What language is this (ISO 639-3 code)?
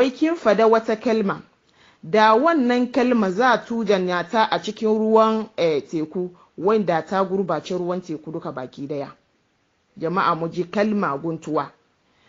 hau